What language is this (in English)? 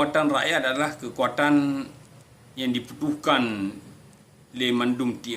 Achinese